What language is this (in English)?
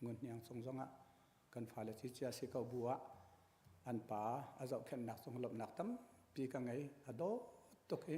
Hakha Chin